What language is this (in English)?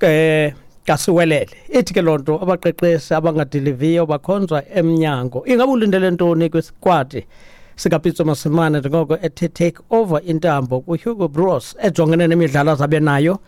Xhosa